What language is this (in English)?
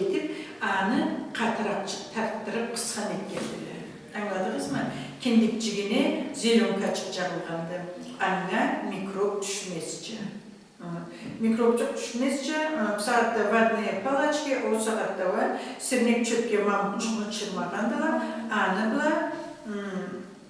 Karachay-Balkar